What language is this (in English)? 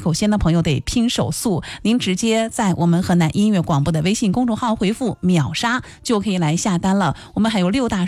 Chinese